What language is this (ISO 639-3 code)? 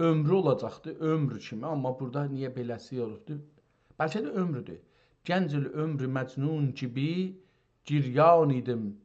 azb